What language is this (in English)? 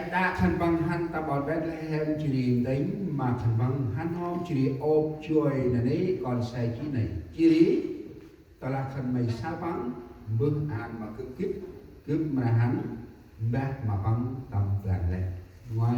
Central Mnong